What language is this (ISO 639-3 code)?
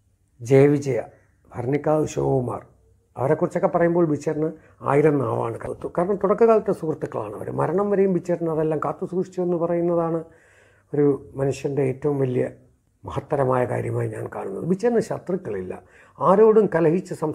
mal